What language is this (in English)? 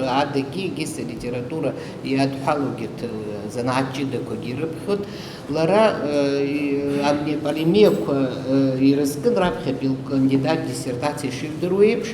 Abkhazian